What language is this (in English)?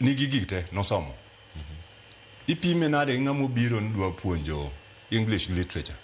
Luo (Kenya and Tanzania)